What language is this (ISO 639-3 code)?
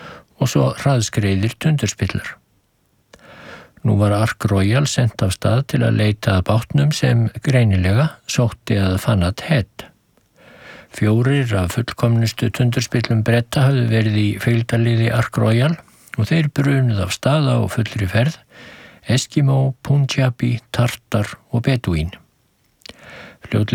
isl